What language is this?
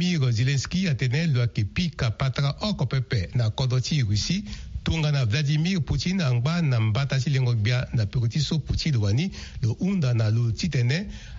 Sango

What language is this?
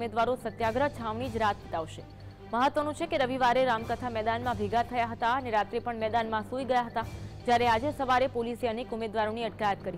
Gujarati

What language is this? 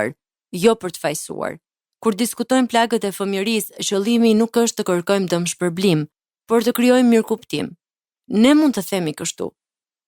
Albanian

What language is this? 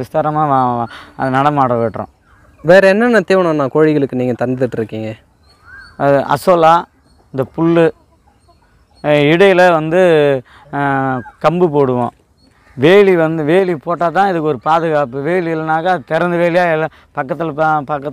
Tamil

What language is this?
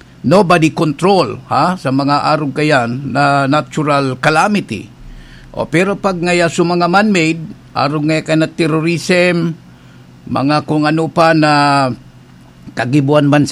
Bikol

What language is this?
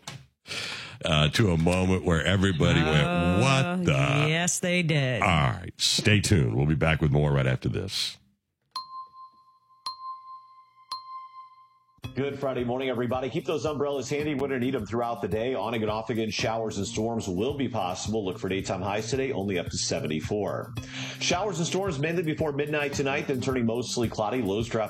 English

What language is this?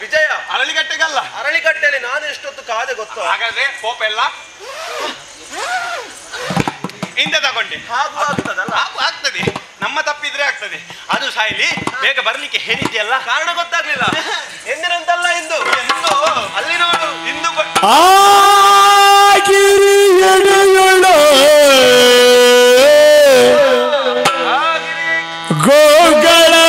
Kannada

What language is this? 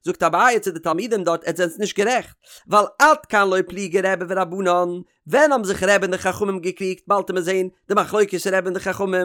Yiddish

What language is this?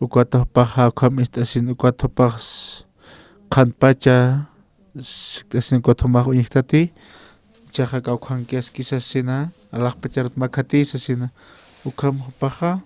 Aymara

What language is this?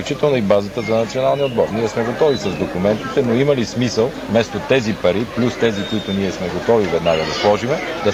Bulgarian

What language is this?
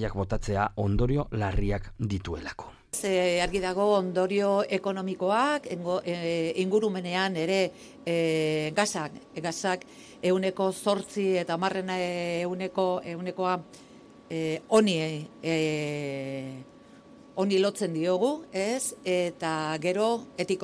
Basque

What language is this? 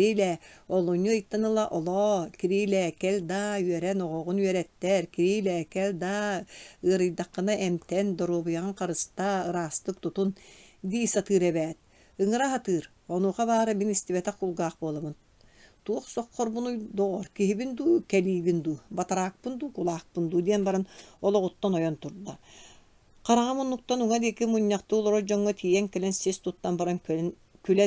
Yakut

